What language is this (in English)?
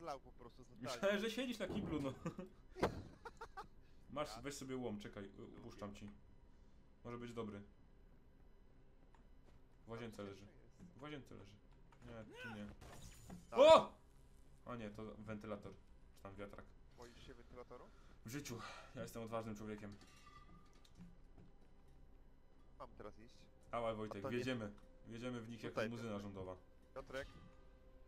Polish